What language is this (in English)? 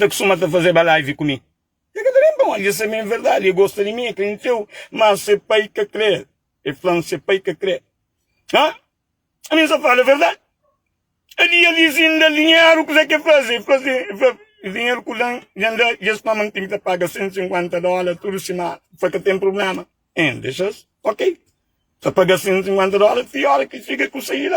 Kabuverdianu